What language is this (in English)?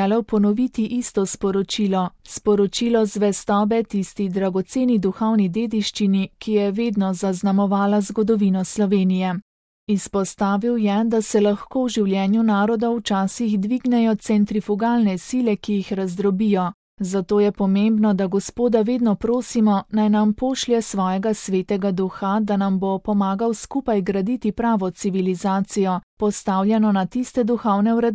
Slovenian